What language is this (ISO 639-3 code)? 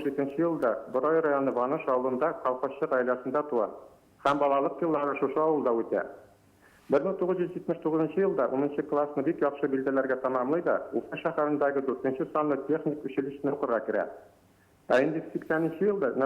bak